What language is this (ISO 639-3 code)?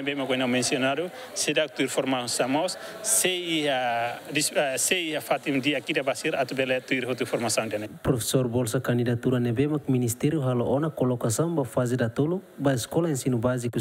tet